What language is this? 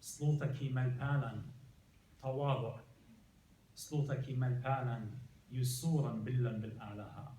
Assyrian Neo-Aramaic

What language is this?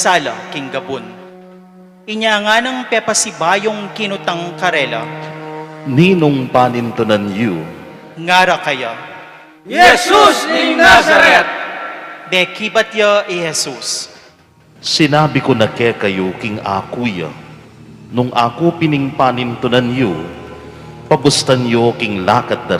Pampanga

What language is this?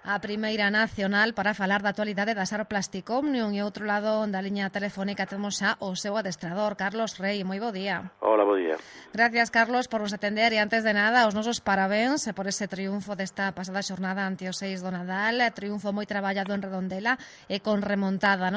Galician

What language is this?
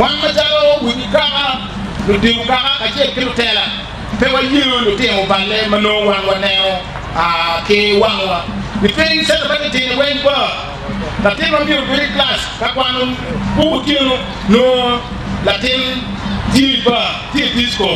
Acoli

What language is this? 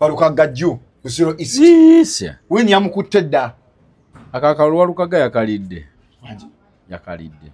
Ganda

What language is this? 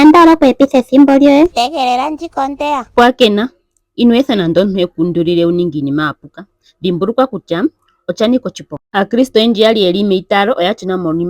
Ndonga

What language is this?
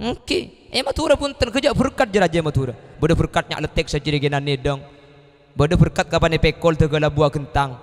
Madurese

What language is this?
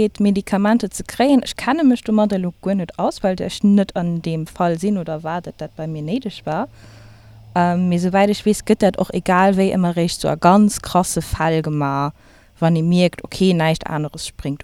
Luxembourgish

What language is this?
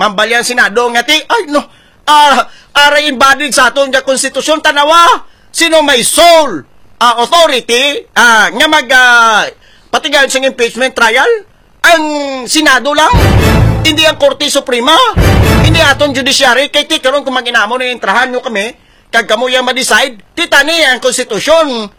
Hiligaynon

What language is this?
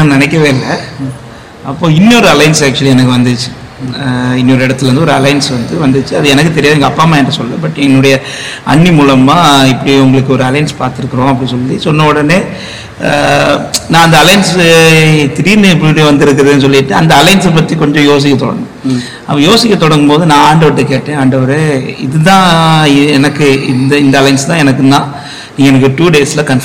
Tamil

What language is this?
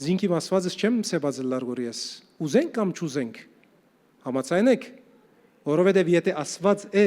Western Armenian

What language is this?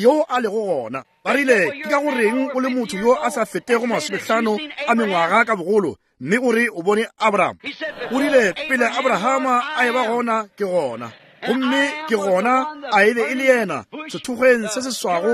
Northern Sotho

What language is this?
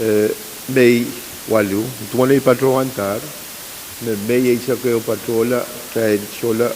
Pohnpeian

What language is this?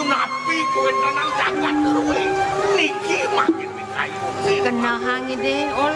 Balinese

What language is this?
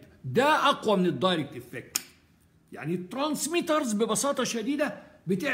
Egyptian Arabic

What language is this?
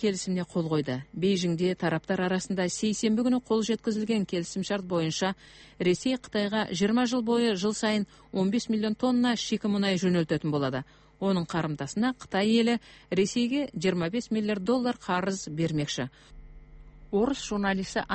Kazakh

